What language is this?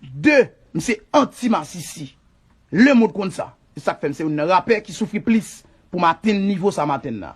Haitian Creole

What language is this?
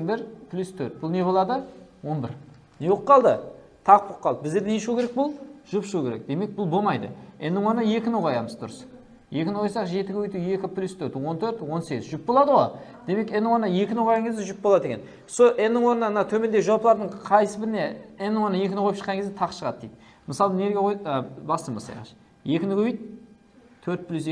Kara-Kalpak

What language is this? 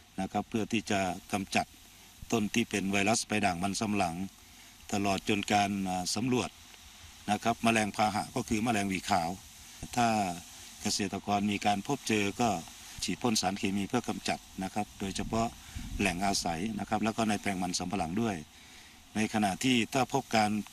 Thai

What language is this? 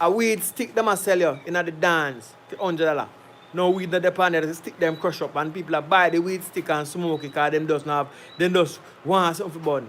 Jamaican Creole English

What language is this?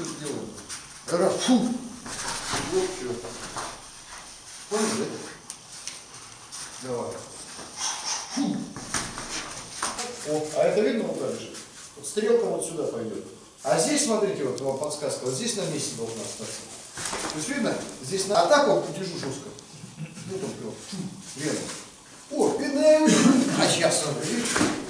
Russian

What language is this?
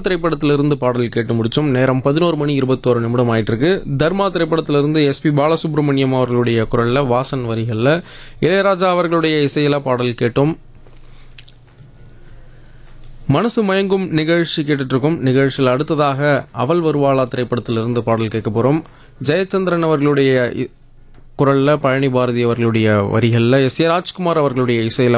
Tamil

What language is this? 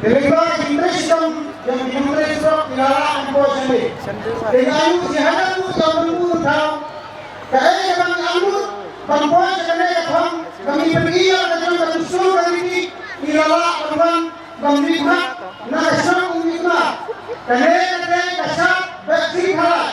Khasi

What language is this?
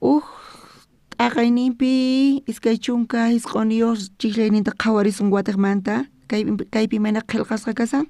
South Bolivian Quechua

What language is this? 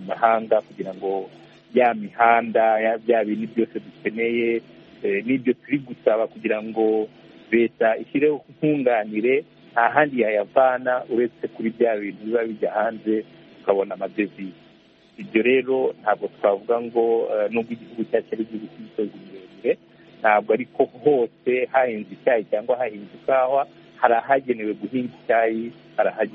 Kinyarwanda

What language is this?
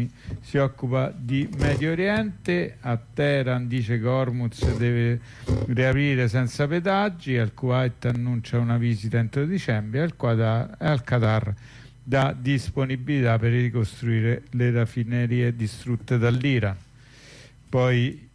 Italian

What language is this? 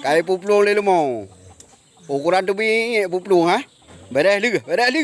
Achinese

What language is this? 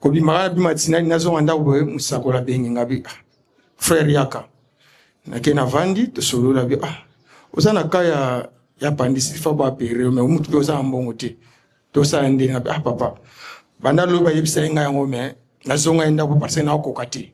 Lingala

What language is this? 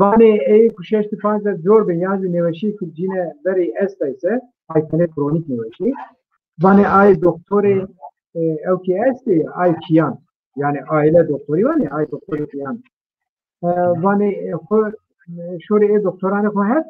Zaza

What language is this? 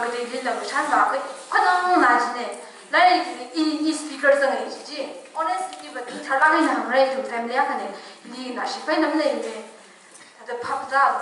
Tangkhul Naga (India)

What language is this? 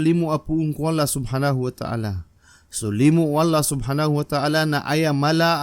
Maranao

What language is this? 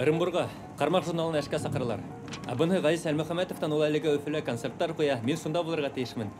Bashkir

